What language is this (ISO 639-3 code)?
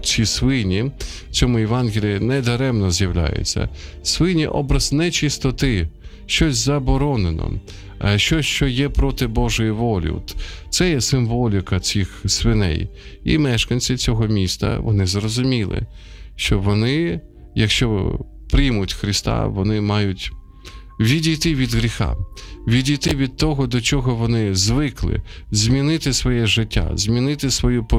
ukr